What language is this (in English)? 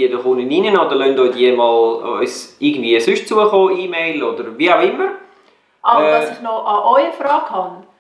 Swiss German